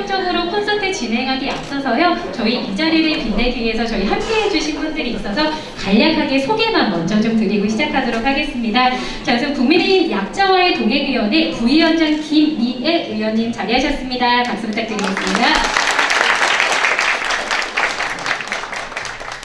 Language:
Korean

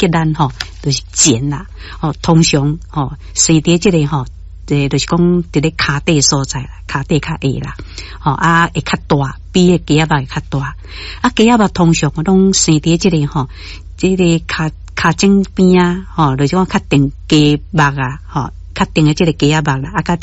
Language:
Min Nan Chinese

